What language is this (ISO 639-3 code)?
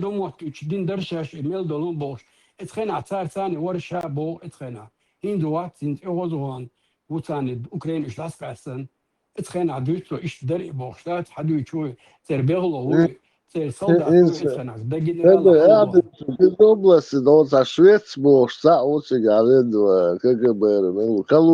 che